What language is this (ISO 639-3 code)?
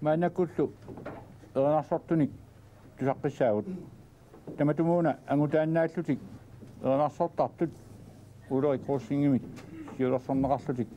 kal